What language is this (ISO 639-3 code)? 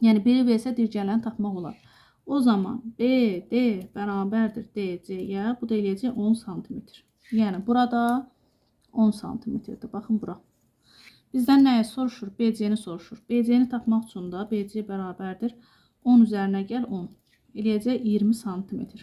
aze